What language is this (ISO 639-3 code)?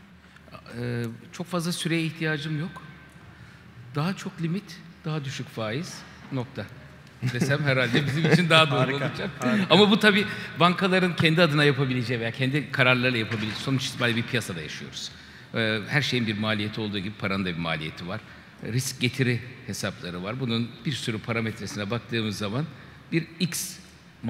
tur